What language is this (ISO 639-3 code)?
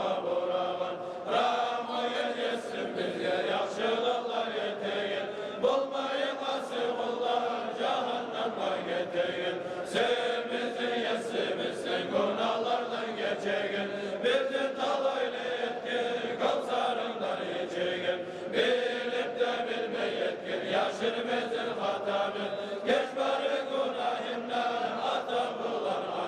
kum